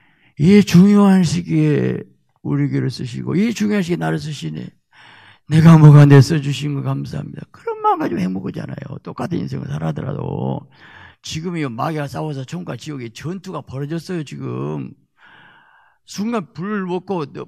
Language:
Korean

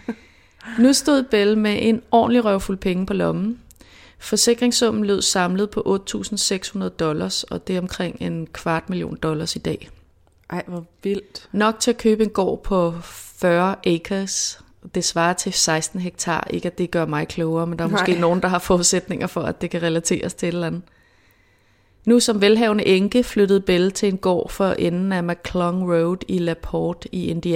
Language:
Danish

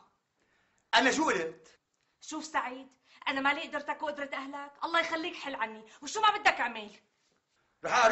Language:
North Levantine Arabic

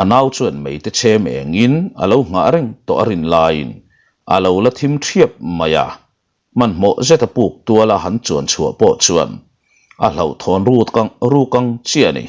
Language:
Mizo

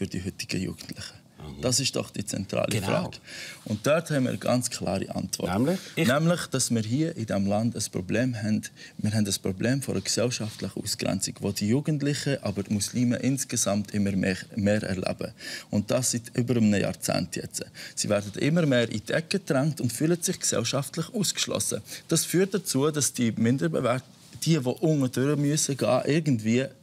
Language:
Swiss German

